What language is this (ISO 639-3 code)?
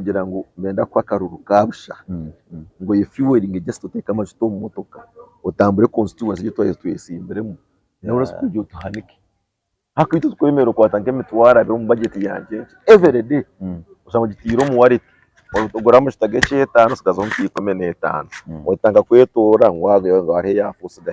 nyn